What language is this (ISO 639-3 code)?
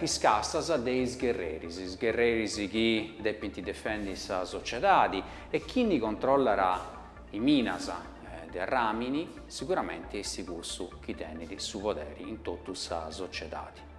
srd